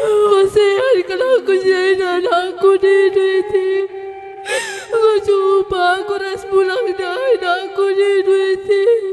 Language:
Batak Karo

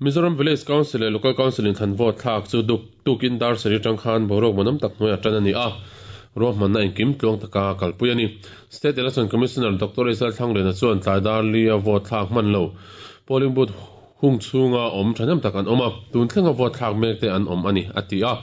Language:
Mizo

